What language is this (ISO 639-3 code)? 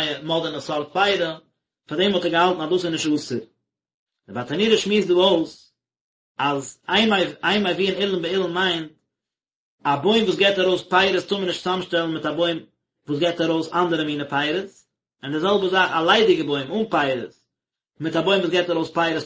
yid